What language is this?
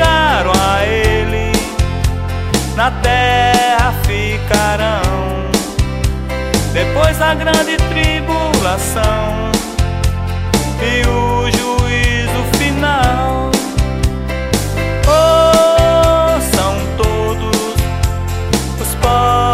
Portuguese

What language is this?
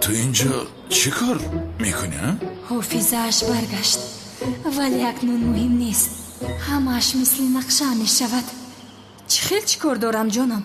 Tajik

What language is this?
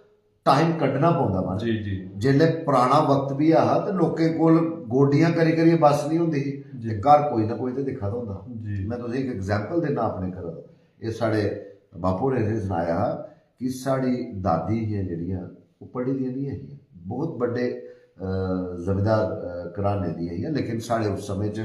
Dogri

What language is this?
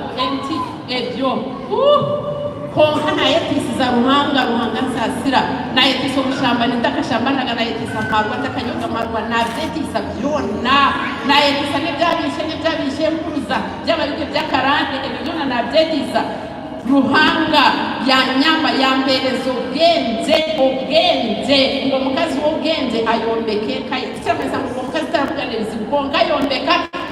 Nyankole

